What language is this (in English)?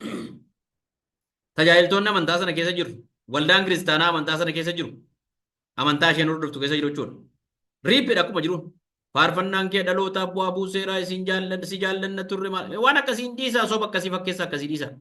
Oromo